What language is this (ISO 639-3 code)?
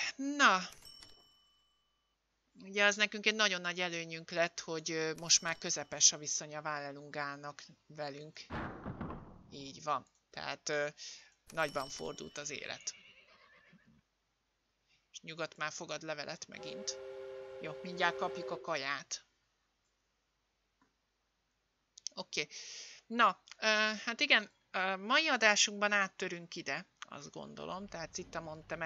hun